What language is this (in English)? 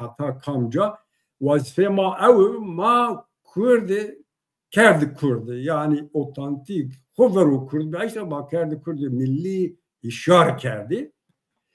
Zaza